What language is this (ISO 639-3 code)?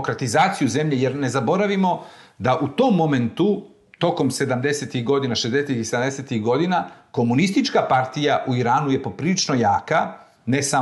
srp